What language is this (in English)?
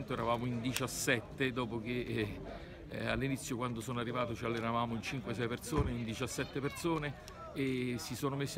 Italian